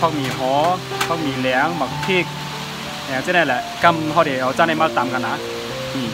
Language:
Shan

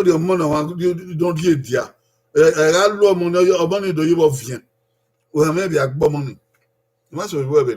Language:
Bini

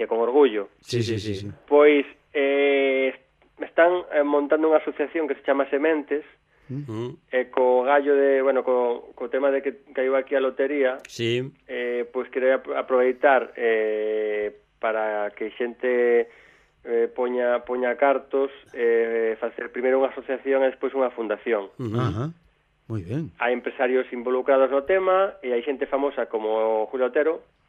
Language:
Galician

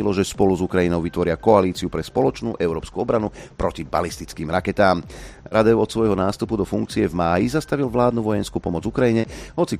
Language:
Slovak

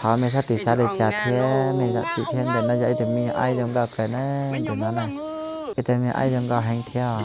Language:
Hmong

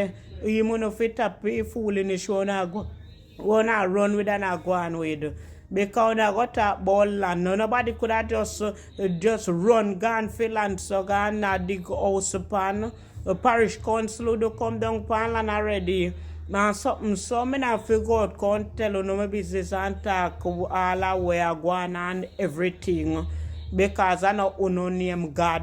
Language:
Jamaican Creole English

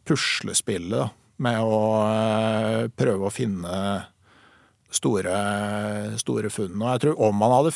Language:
Norwegian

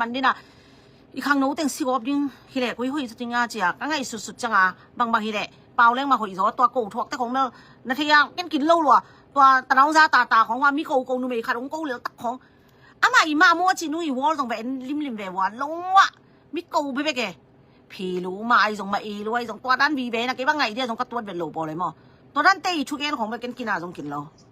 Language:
Tedim Chin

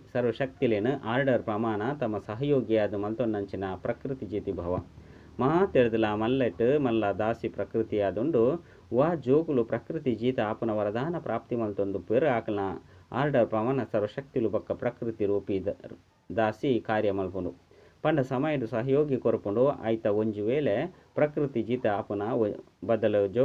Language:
Tulu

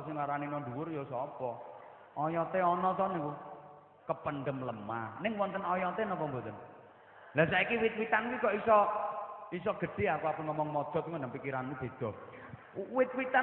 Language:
Javanese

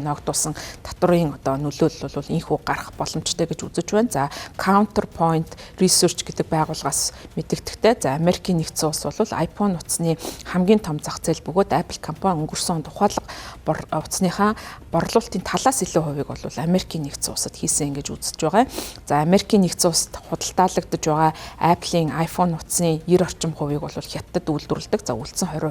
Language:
Mongolian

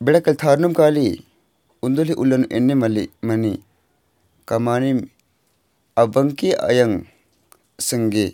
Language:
Kurukh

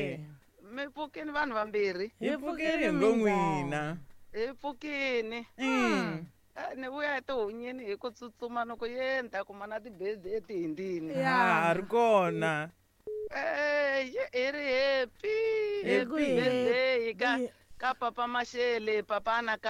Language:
Tsonga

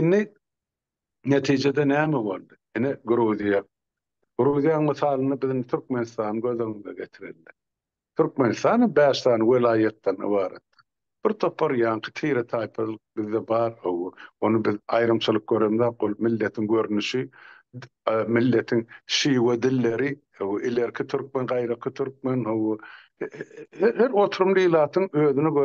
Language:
Turkmen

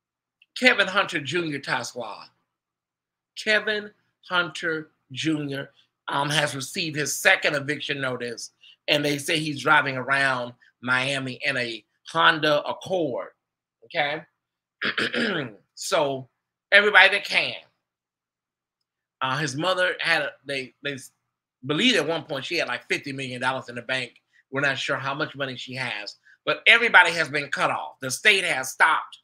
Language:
English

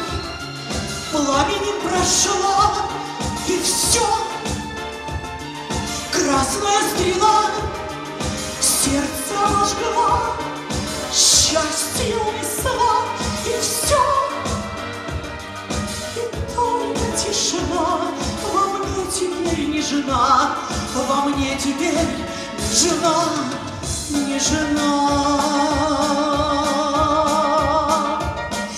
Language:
Russian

